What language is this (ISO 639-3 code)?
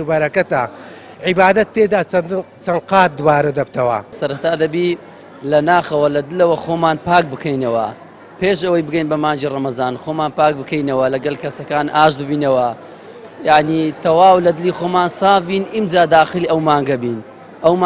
ckb